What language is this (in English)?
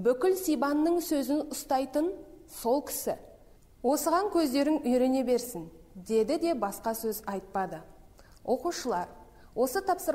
Kazakh